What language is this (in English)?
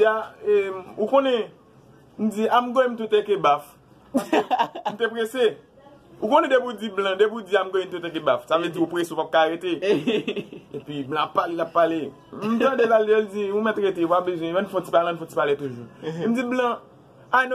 Haitian Creole